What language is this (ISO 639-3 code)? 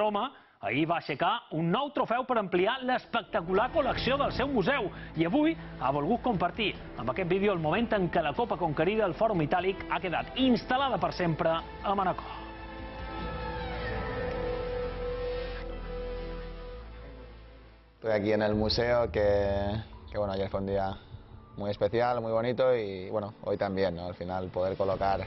cat